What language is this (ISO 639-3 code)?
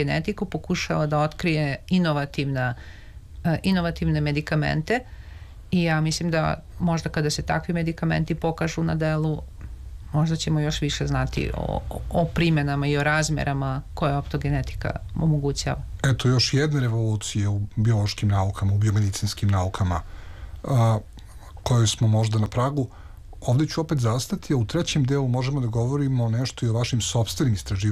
srp